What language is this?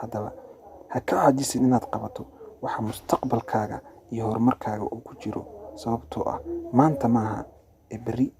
Somali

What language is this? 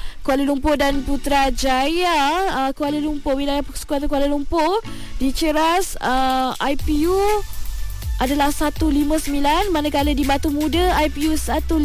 Malay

